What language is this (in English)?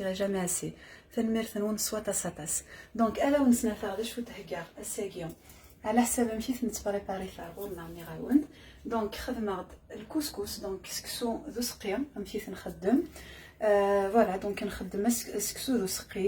Kabyle